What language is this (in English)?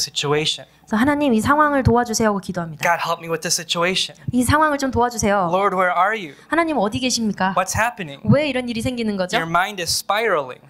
Korean